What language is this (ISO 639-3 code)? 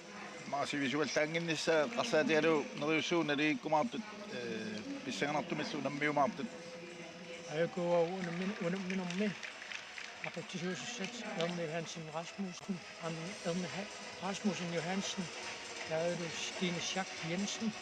kal